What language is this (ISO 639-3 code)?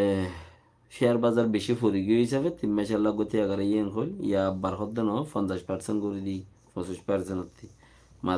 rhg